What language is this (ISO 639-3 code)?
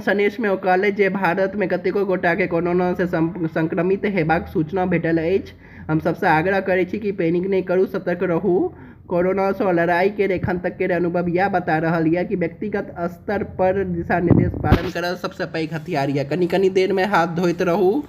mai